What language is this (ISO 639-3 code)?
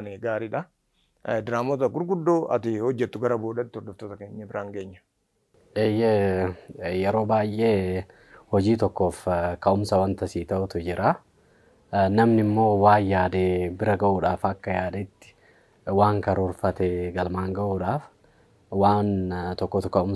orm